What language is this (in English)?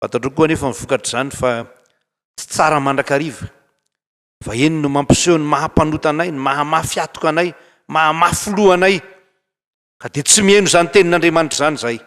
Malagasy